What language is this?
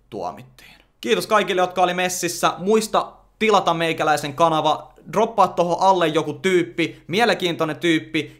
Finnish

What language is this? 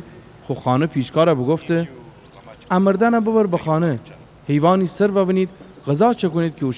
Gilaki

